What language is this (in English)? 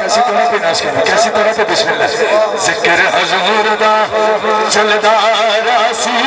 Saraiki